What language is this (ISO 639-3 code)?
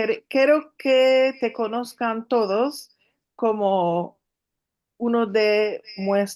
lad